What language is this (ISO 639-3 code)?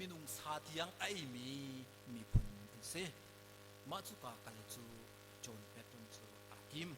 cnh